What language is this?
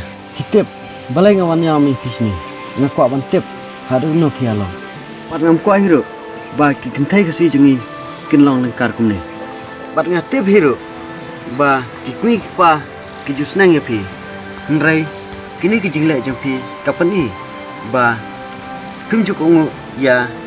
Khasi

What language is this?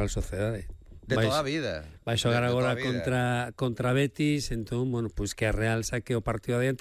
Galician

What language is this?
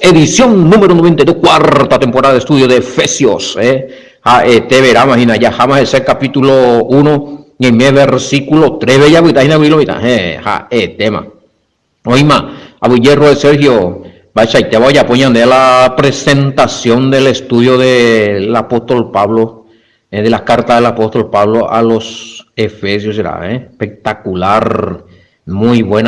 Guarani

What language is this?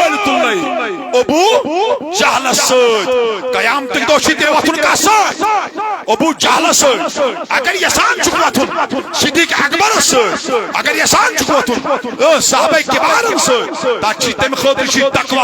Kashmiri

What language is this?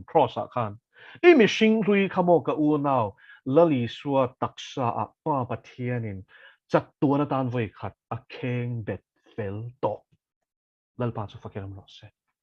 Mizo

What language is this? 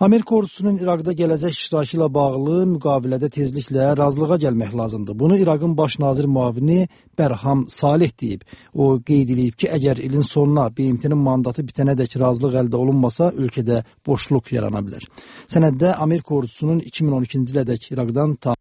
Azerbaijani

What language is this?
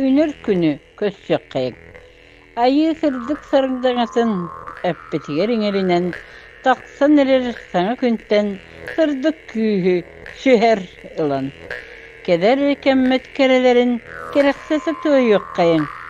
Yakut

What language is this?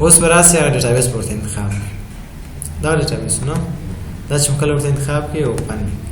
Pashto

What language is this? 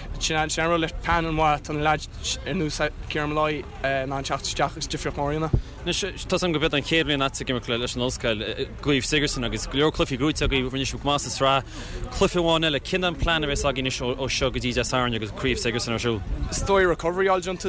Irish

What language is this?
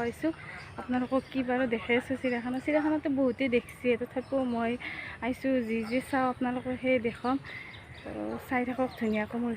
Assamese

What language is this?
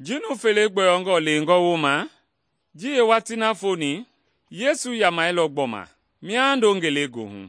Mende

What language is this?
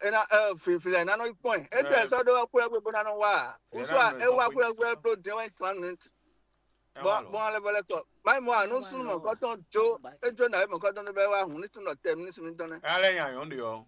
Fon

